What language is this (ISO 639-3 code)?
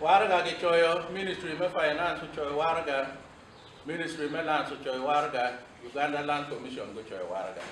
ach